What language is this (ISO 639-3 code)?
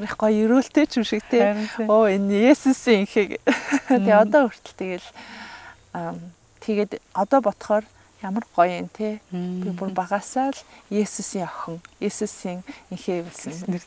mon